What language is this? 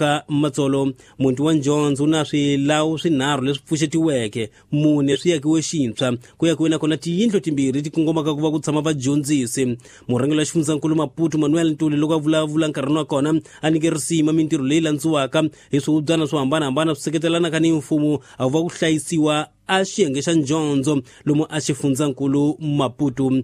Tsonga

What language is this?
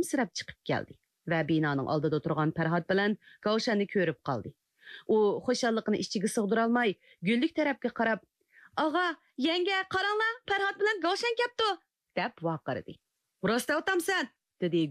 Uyghur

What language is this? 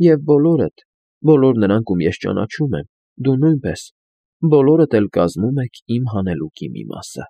Armenian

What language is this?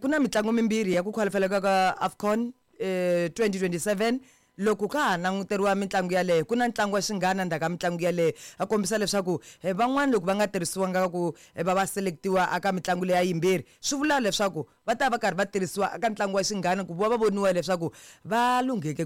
Tsonga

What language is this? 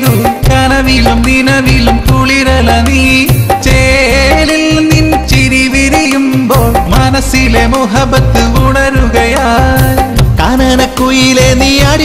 Malayalam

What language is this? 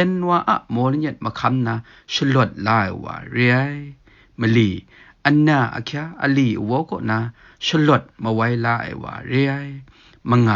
Kachin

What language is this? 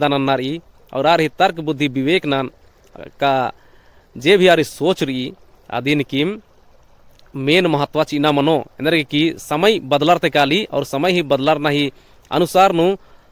Kurukh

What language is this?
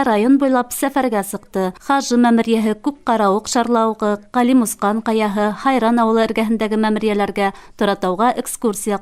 Bashkir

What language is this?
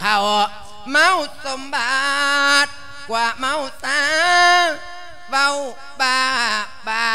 Lao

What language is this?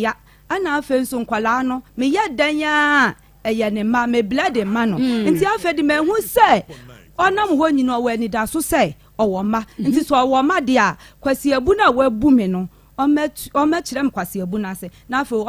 Akan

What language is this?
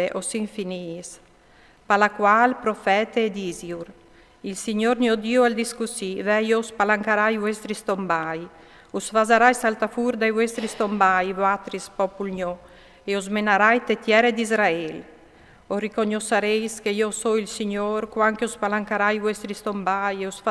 Friulian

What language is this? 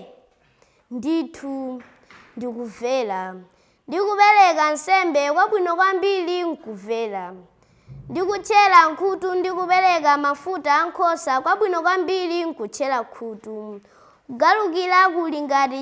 Nyanja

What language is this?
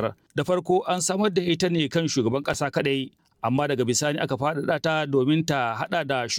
Hausa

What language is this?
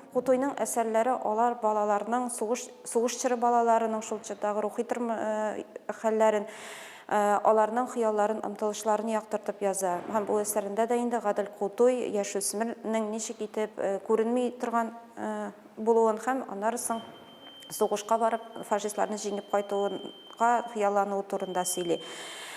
Tatar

